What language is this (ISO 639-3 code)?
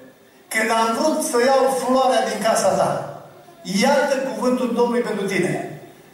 ron